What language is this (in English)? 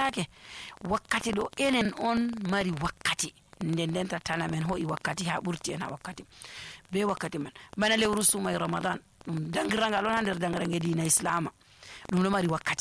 Nigerian Fulfulde